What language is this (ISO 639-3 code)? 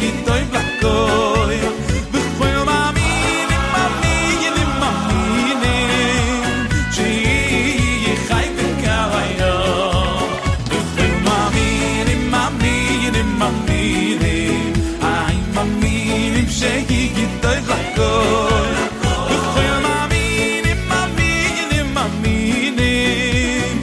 heb